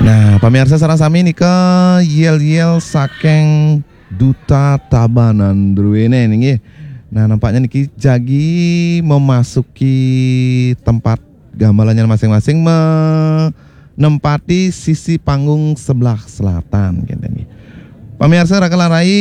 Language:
Balinese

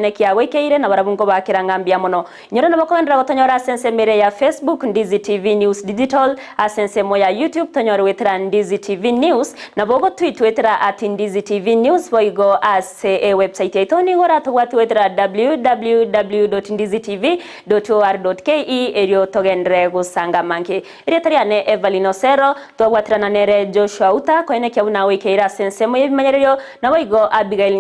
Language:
Gusii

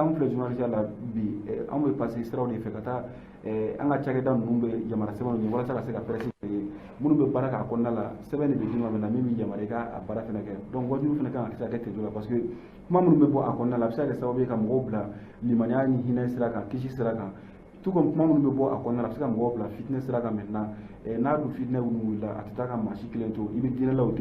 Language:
Bambara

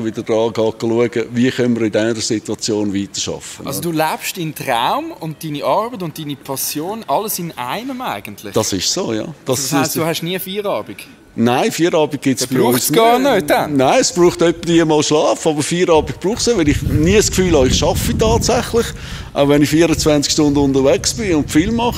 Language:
Swiss German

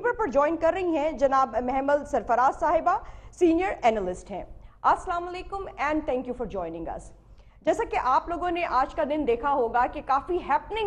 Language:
Urdu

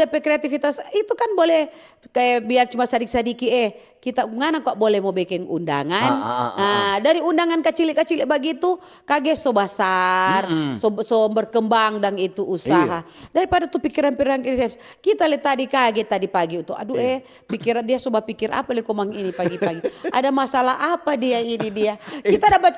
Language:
Manado Malay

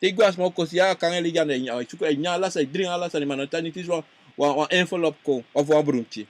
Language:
Sranan Tongo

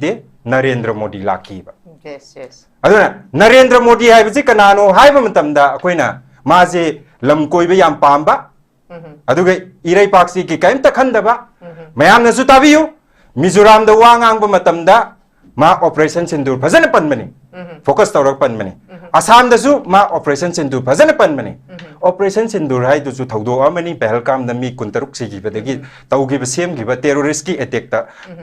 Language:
Manipuri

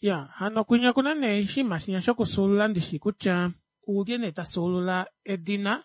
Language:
Kuanyama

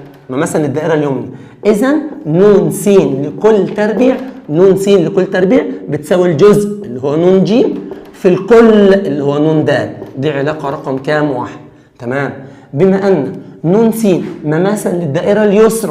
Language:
Egyptian Arabic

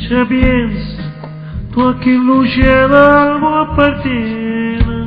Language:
Neapolitan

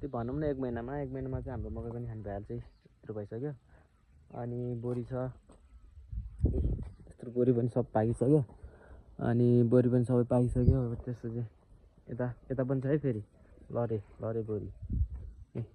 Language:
Nepali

